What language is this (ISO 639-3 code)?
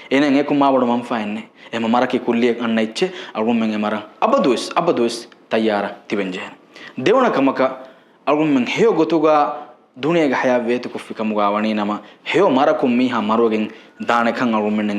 div